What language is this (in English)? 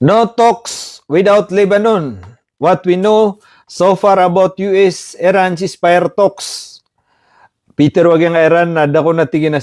Maranao